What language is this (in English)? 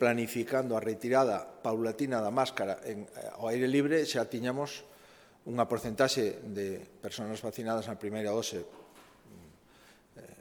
Galician